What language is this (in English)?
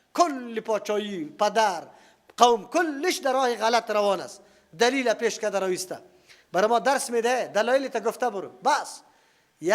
Persian